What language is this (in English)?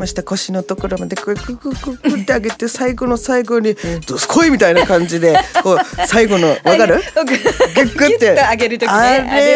Japanese